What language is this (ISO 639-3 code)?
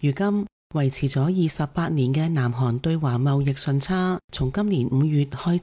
yue